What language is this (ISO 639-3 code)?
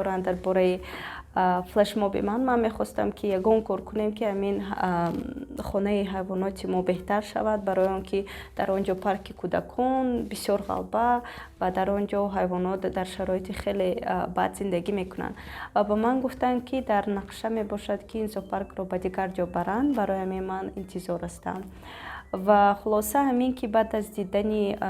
tgk